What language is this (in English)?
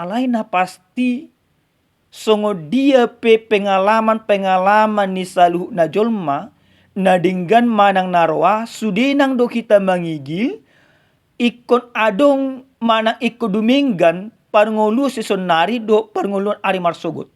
Batak Toba